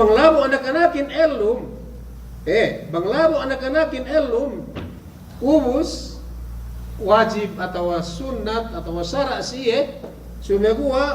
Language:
Yakan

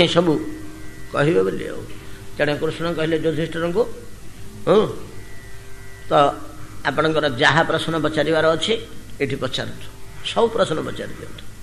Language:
Odia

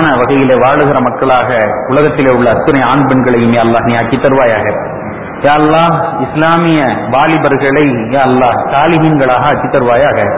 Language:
Tamil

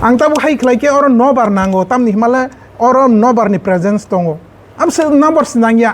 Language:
Kok Borok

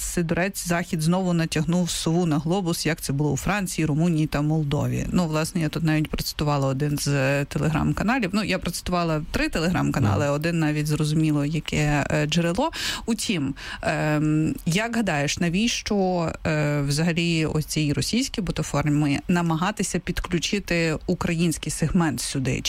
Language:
Ukrainian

